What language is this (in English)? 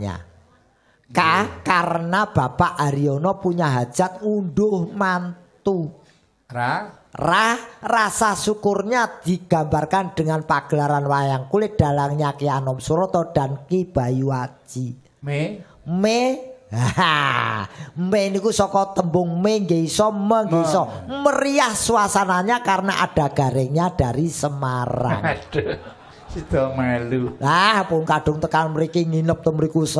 Javanese